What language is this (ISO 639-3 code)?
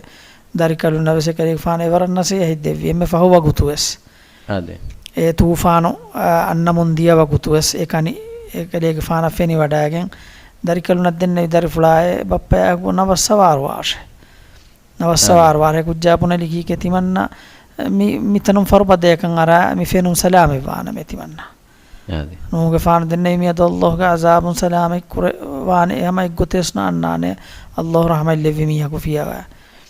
div